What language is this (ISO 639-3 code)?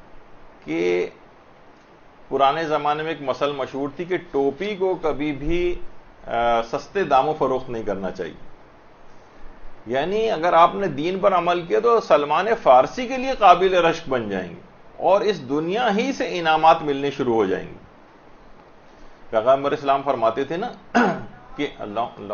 urd